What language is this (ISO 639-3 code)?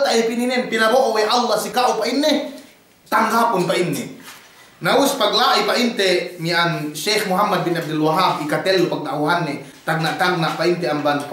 yka